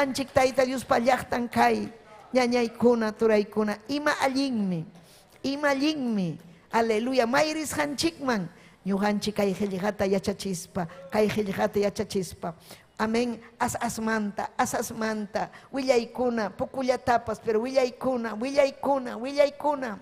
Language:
Ayacucho Quechua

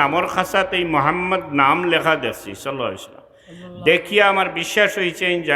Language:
Sylheti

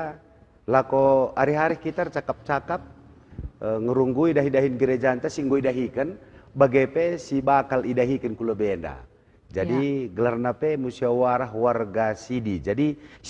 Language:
Batak Karo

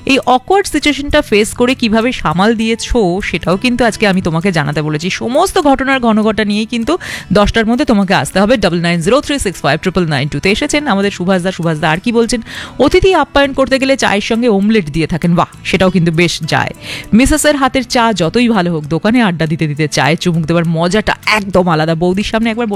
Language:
Bangla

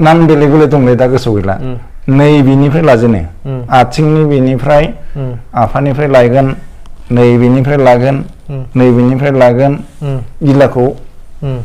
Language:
Bodo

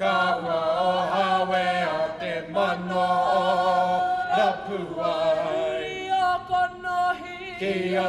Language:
Māori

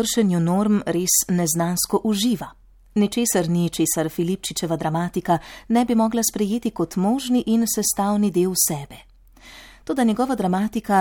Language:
Slovenian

